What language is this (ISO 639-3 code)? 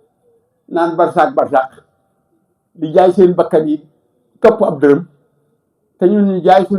wol